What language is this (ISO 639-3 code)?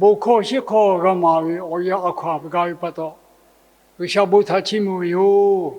lhu